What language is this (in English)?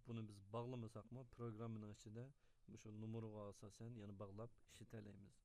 Uyghur